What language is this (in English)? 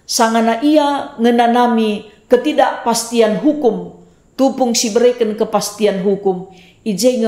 Batak Karo